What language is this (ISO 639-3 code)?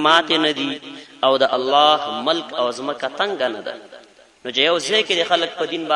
pus